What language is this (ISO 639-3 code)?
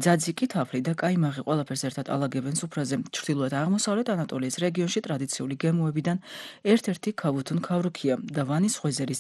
kat